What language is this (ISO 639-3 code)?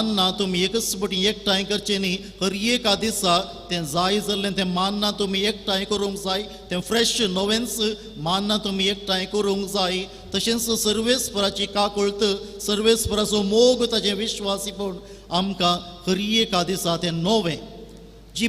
kok